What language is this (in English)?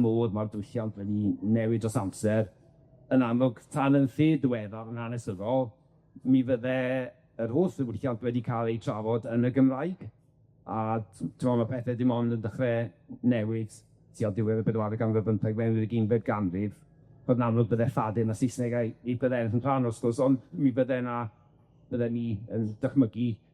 Welsh